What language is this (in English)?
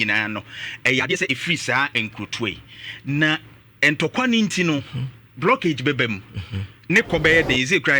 Akan